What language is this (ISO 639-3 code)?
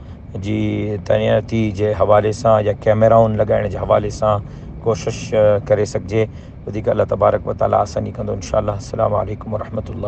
snd